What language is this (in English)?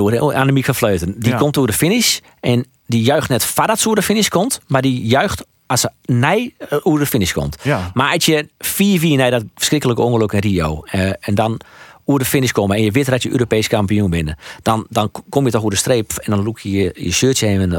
Western Frisian